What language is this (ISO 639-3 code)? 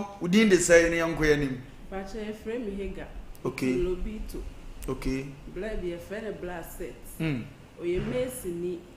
aka